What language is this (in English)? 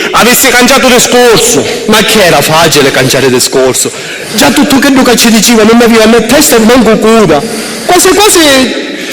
Sicilian